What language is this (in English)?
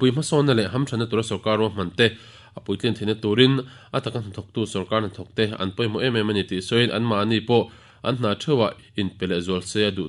Mizo